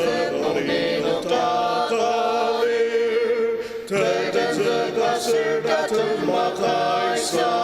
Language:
Ao Naga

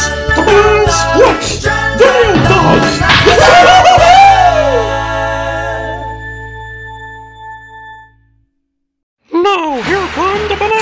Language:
English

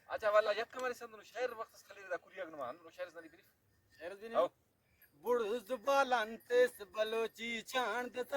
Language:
Brahui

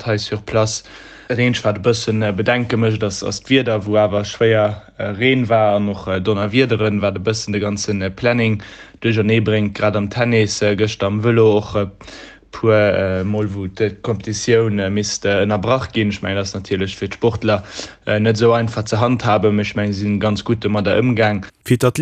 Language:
Luxembourgish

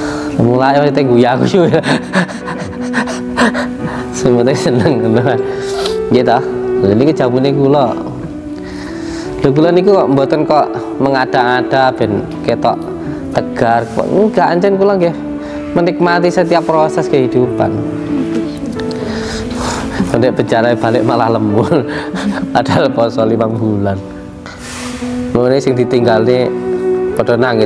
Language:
Javanese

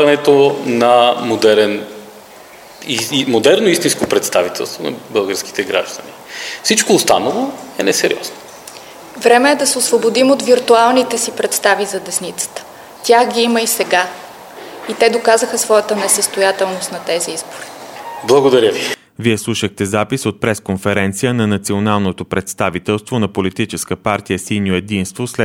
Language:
Bulgarian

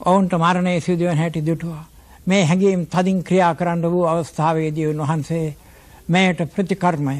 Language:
Sinhala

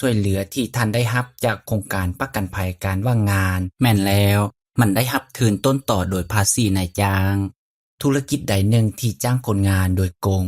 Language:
Lao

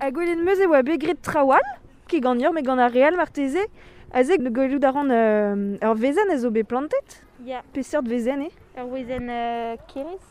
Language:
Breton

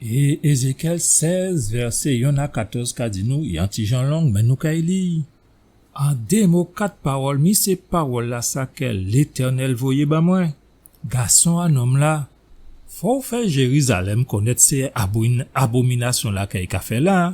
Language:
Guadeloupean Creole French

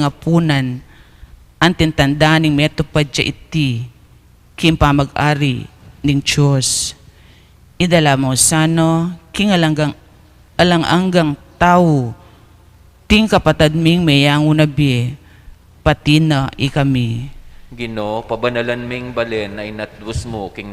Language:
Pampanga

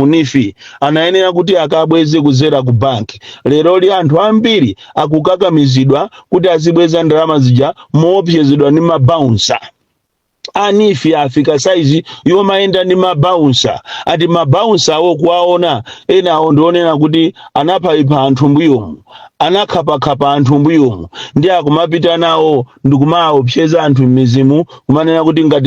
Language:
Nyanja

